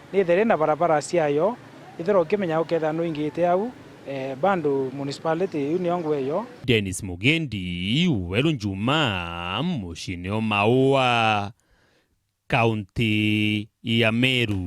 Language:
Meru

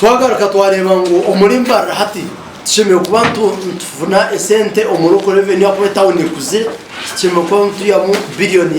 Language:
Nyankole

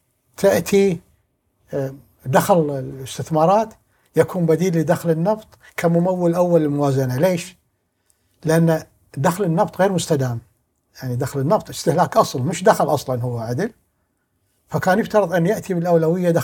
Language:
Gulf Arabic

